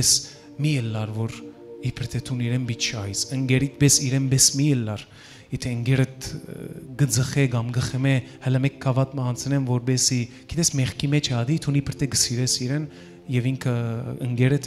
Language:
Western Armenian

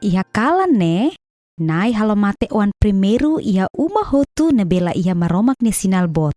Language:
Tetum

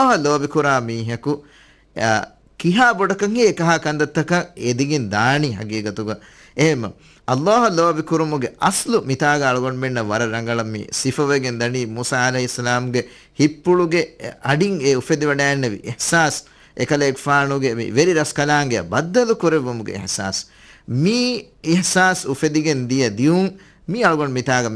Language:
Divehi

